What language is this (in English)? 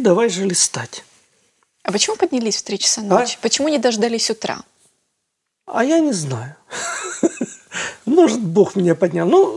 Russian